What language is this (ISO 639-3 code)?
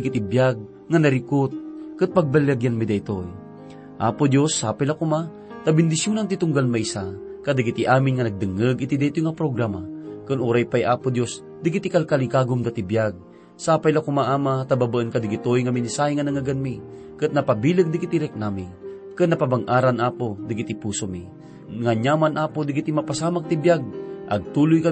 ilo